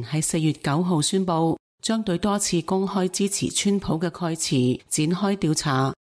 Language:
Cantonese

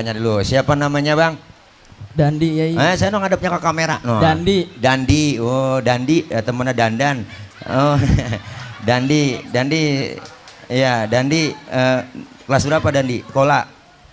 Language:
Betawi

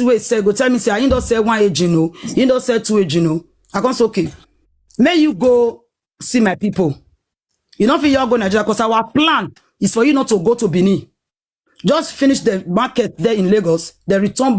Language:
Nigerian Pidgin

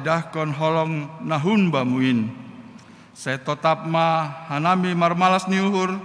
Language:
Batak Simalungun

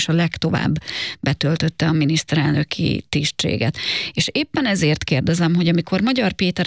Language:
Hungarian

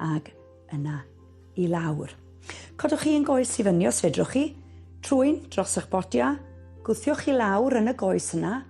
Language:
Welsh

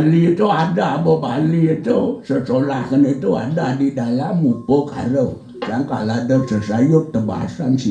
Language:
Balinese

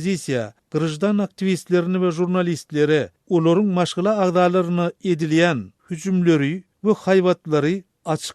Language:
Turkmen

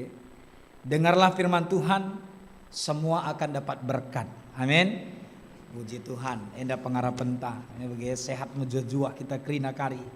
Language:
Batak Karo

